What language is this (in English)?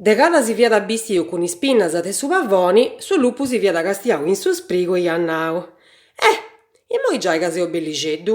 Sardinian